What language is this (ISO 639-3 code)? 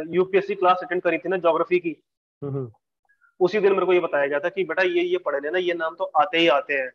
hin